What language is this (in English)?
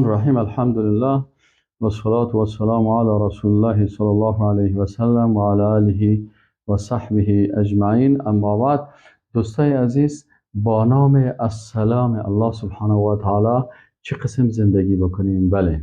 Persian